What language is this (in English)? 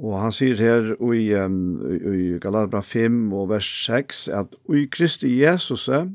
Faroese